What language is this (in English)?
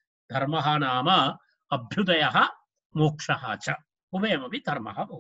Sanskrit